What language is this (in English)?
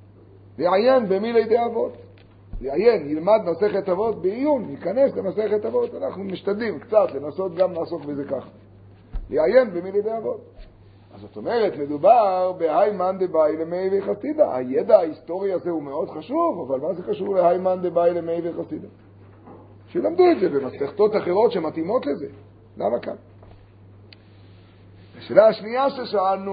Hebrew